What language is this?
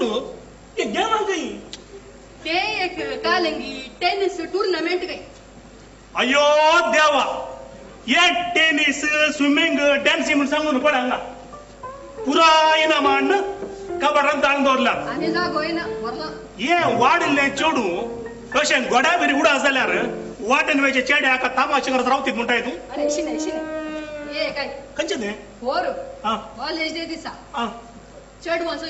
Konkani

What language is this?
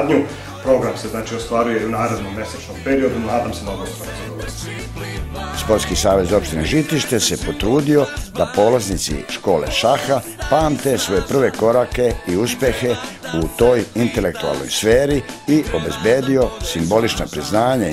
Serbian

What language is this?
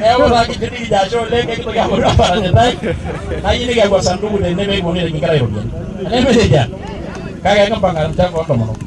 Masai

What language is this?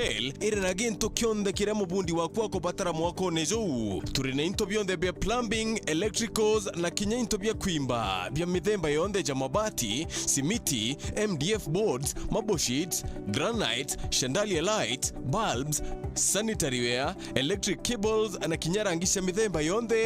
Meru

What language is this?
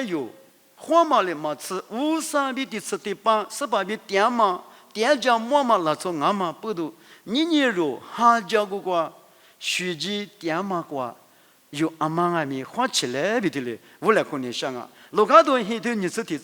Lisu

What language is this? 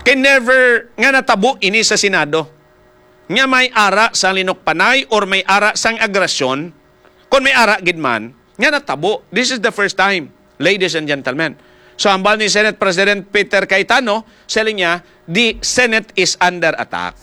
Hiligaynon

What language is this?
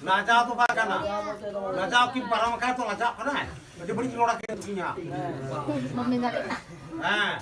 Santali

